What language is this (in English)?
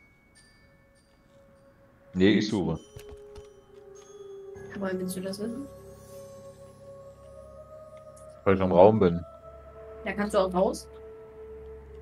German